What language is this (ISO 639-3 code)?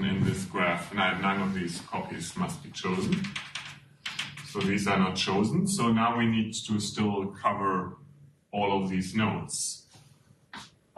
eng